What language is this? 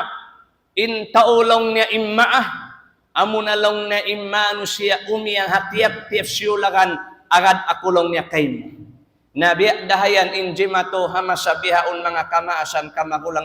Tausug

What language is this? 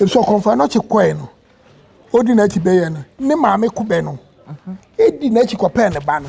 Akan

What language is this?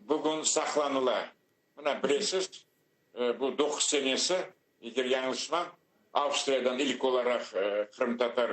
Crimean Tatar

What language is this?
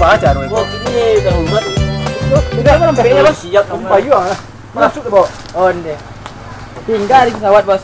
Minangkabau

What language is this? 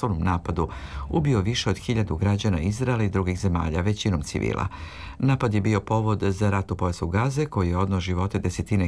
Serbian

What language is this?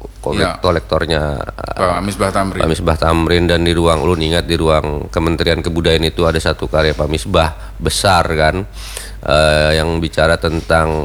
Indonesian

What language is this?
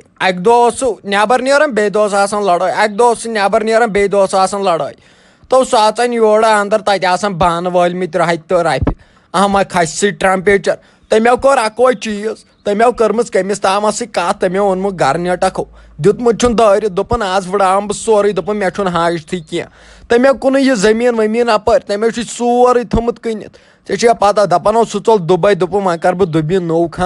Kashmiri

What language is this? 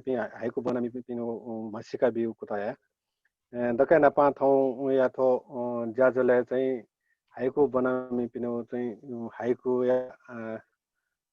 Newari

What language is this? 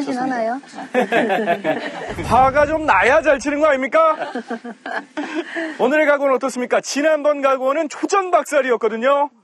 Korean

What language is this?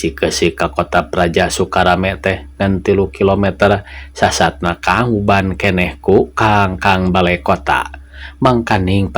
Sundanese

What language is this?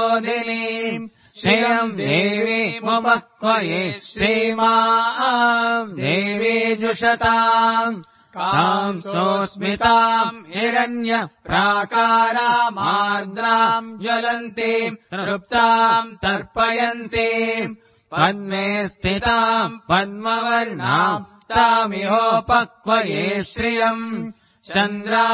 Sanskrit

